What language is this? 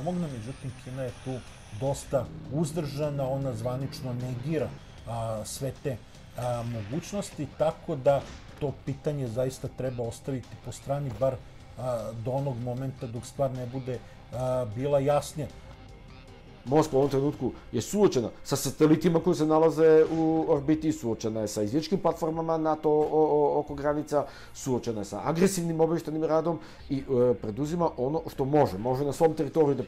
Serbian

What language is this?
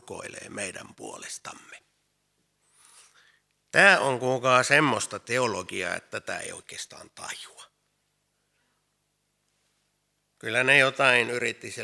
Finnish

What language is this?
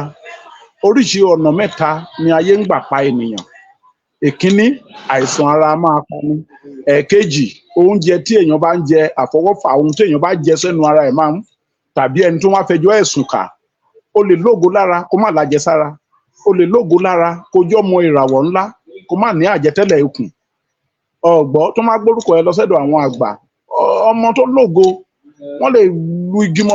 Yoruba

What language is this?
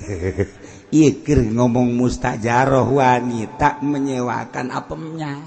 Sundanese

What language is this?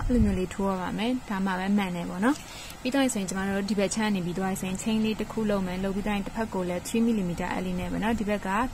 Burmese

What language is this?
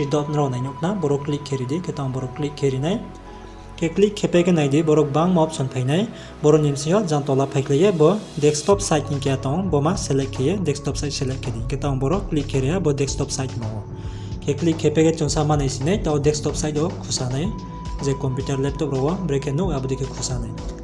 Riang (India)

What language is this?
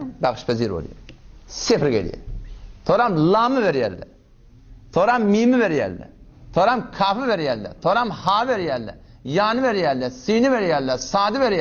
Turkmen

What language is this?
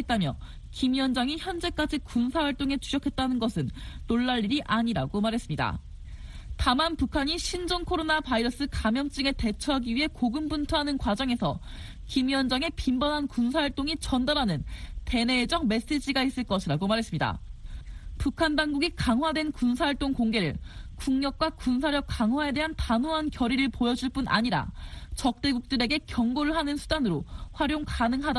Korean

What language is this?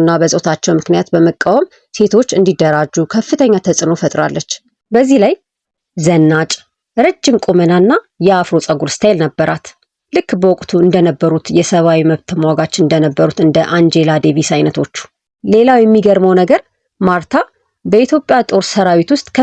Amharic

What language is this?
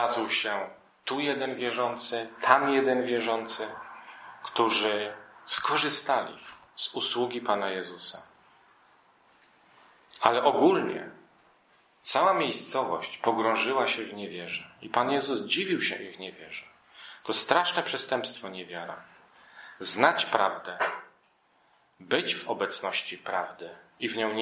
Polish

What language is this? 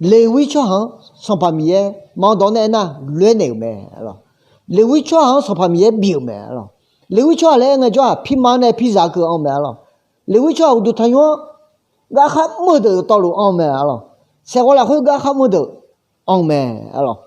Akha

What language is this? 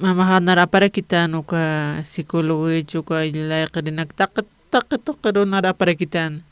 Aymara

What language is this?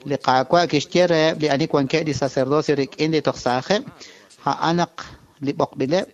Kekchí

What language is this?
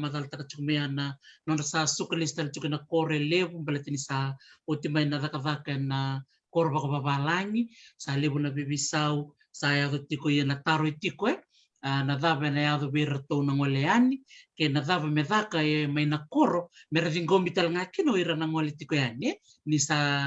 Fijian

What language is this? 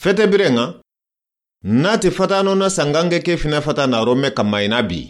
Soninke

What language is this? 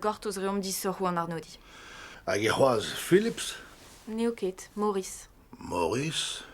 Breton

